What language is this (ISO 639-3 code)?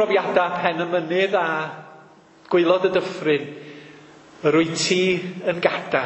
cym